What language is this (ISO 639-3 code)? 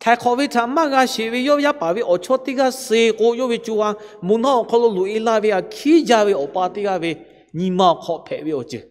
lhu